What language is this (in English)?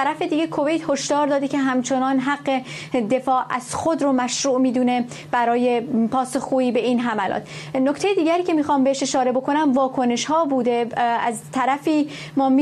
Persian